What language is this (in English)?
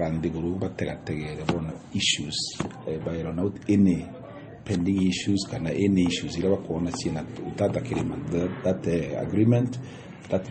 Meru